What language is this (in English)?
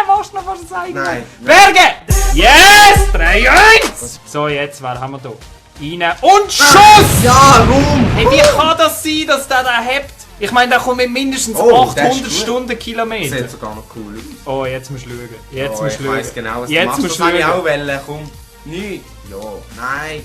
Swiss German